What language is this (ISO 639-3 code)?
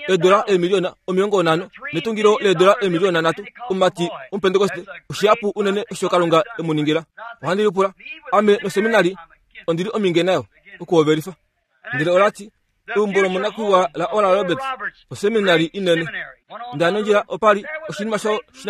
kua